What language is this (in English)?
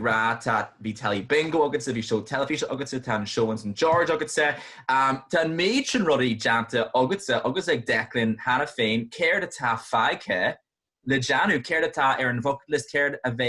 Irish